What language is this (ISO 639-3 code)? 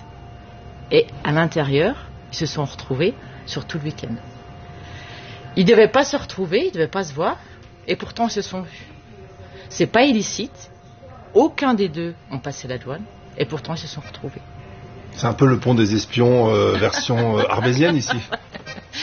fra